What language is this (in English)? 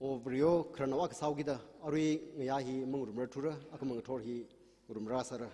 Tangkhul Naga (India)